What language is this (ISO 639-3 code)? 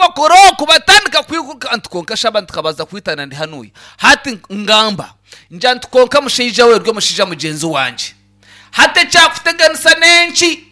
nyn